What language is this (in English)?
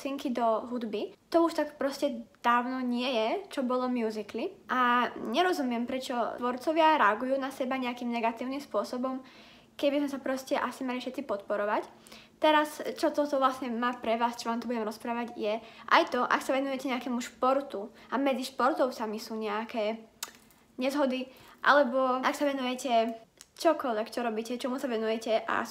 Slovak